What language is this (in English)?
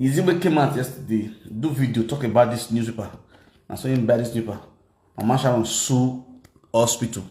Nigerian Pidgin